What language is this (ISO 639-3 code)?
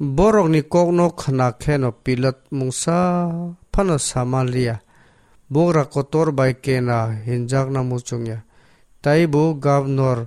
trp